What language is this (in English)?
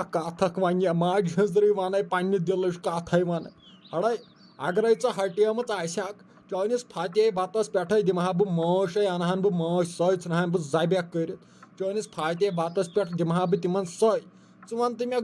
Kashmiri